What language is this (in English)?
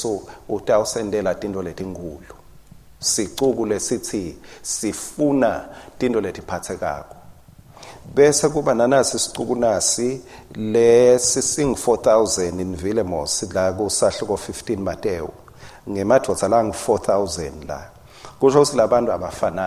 Swati